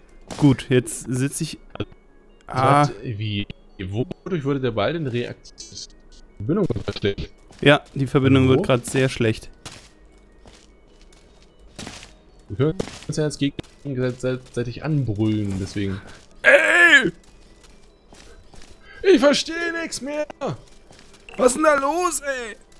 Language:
German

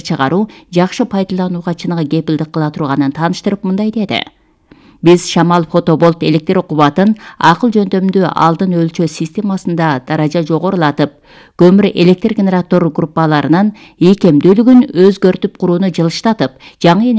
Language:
Kyrgyz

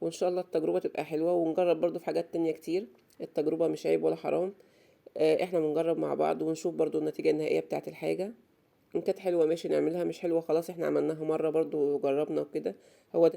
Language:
Egyptian Arabic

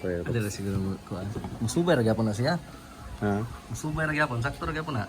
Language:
Cebuano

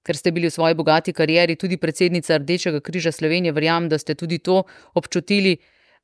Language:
Slovenian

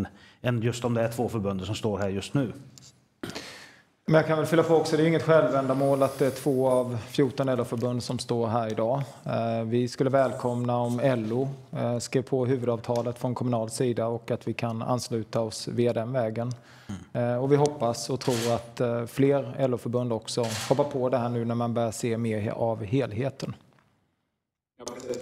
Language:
Swedish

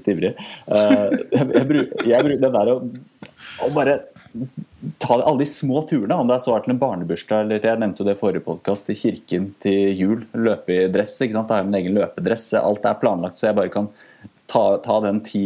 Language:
Norwegian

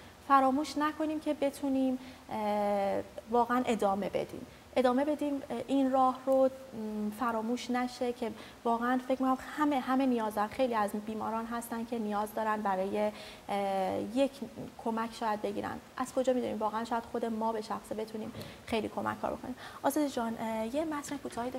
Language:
Persian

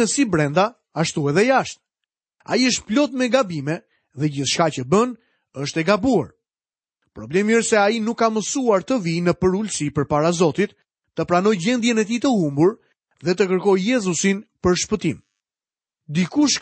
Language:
Albanian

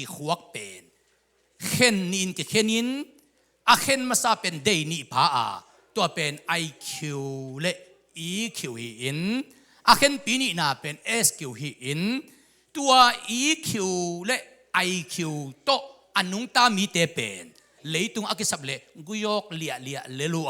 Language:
Tedim Chin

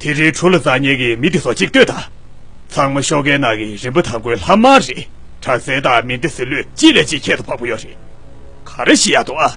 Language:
Tibetan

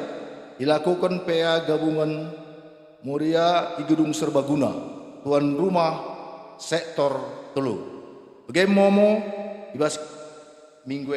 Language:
Batak Karo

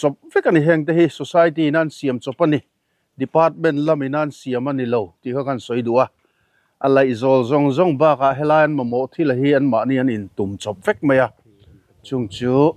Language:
Mizo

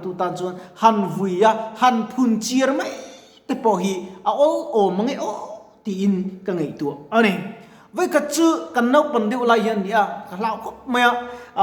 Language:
Mizo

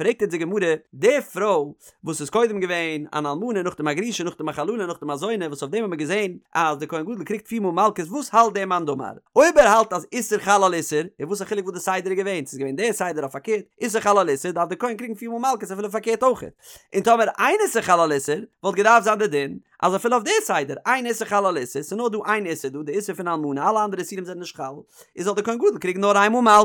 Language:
Yiddish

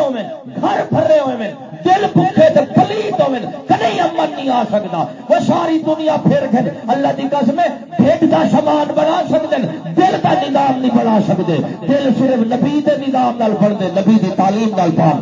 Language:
Saraiki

